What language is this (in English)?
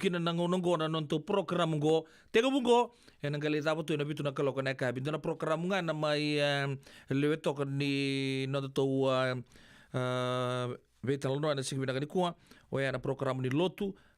Fijian